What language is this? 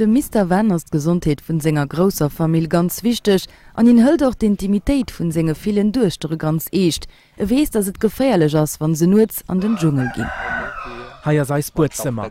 Luxembourgish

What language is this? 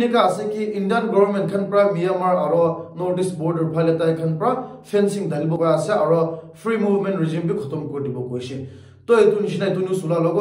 Naga Pidgin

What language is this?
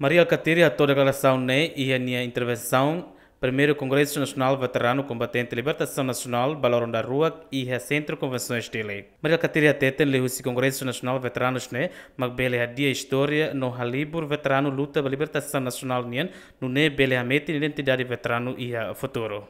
Tetum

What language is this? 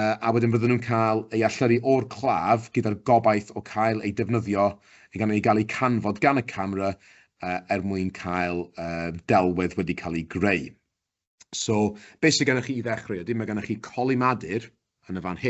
Welsh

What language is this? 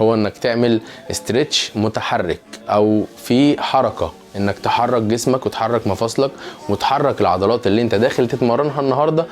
Egyptian Arabic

